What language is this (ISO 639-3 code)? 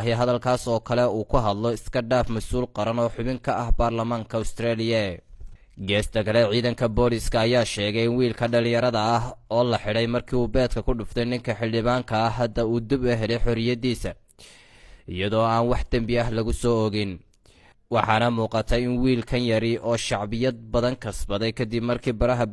som